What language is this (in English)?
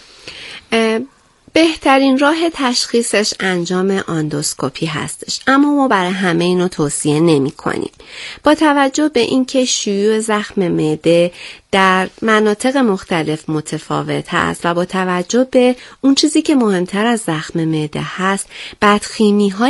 Persian